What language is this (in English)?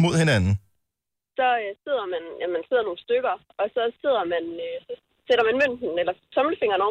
Danish